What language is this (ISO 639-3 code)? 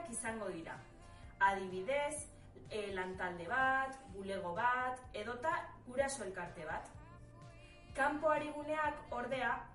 eus